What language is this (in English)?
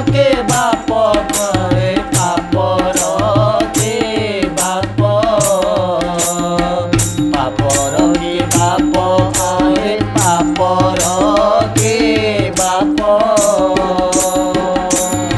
Odia